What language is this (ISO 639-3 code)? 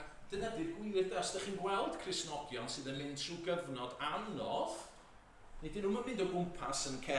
cym